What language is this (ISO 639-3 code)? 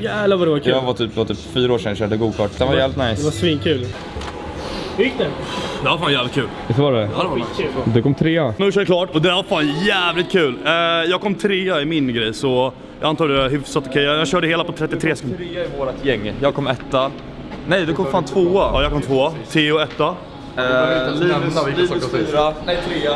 swe